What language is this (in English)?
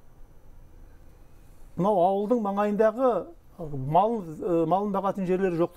Kazakh